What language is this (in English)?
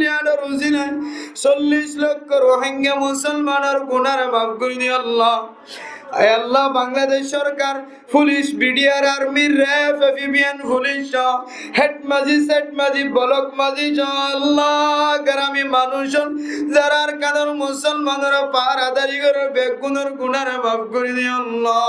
Rohingya